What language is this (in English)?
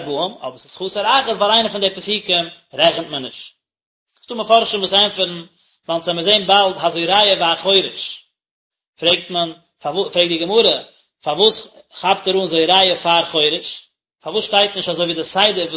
Yiddish